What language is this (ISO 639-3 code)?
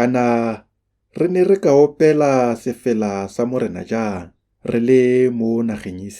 tsn